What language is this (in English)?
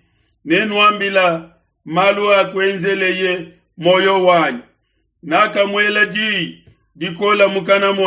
Luba-Lulua